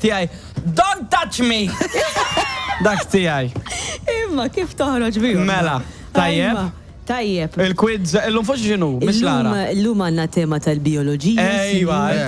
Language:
Maltese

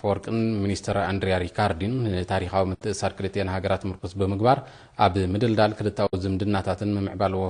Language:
Tigrinya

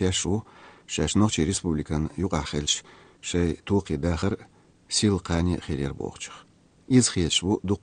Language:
Chechen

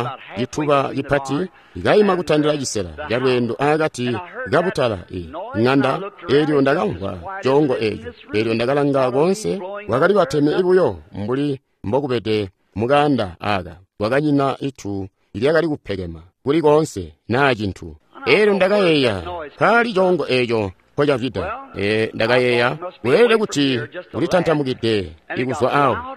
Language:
Tonga (Zambia)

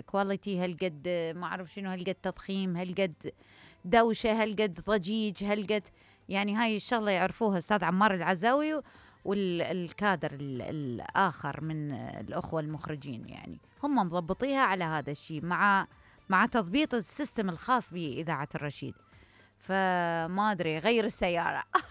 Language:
Mesopotamian Arabic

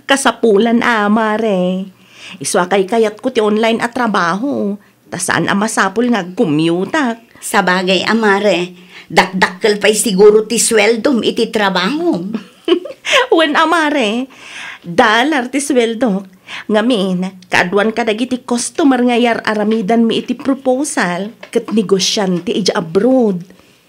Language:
Iloko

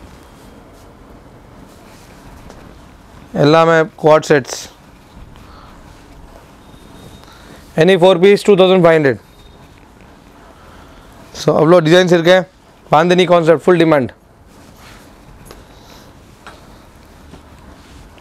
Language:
Tamil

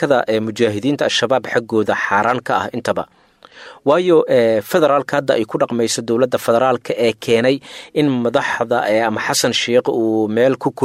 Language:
Somali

